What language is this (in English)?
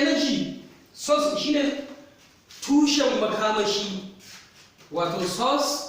Hausa